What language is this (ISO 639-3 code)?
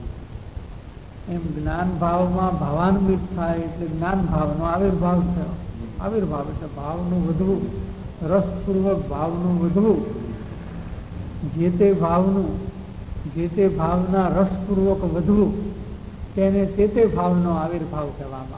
guj